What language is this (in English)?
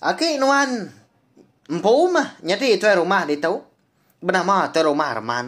Iban